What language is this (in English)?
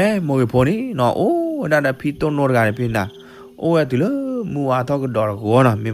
S'gaw Karen